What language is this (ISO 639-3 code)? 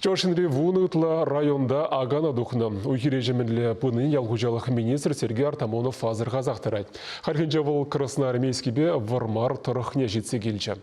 chv